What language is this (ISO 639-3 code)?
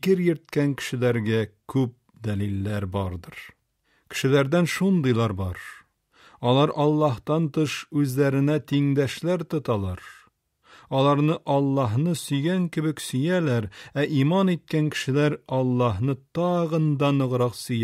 tat